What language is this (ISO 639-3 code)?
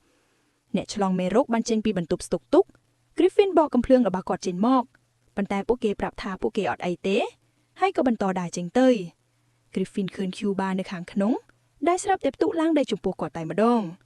khm